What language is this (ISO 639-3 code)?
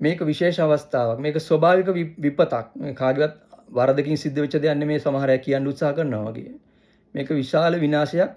sin